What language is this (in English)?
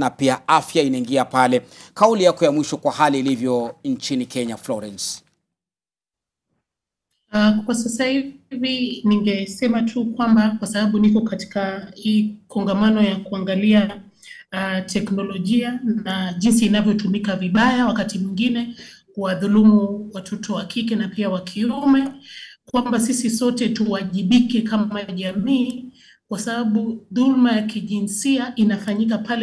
Swahili